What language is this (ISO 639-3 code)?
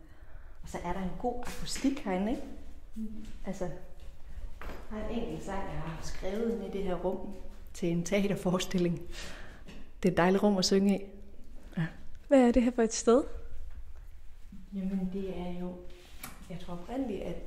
dan